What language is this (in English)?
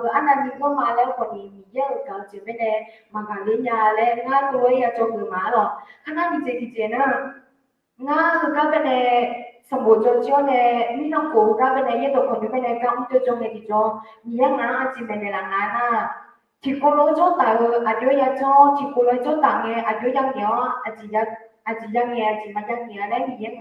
Akha